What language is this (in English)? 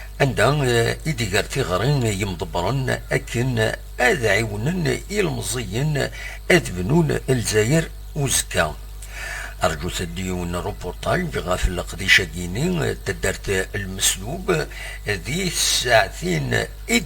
Kabyle